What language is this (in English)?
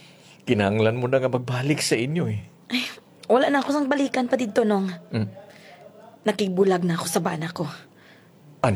Hiligaynon